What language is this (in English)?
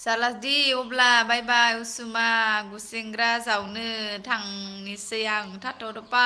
Bodo